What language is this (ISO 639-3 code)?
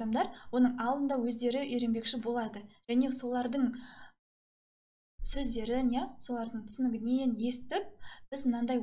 kaz